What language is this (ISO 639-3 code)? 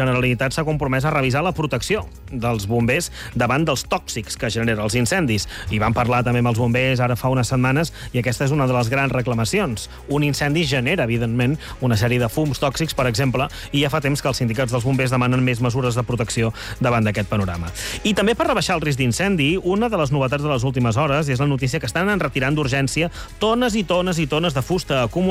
cat